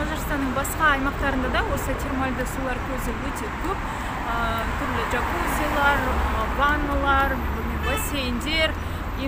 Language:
Kazakh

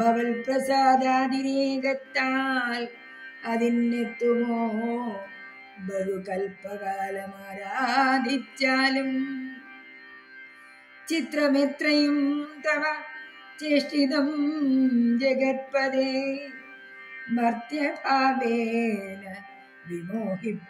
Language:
Malayalam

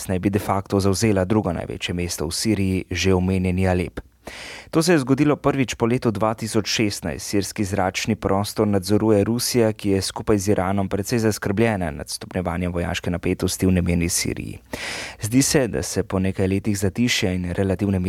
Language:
Slovenian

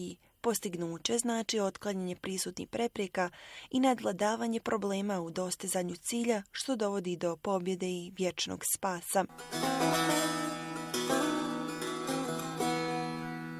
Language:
Bosnian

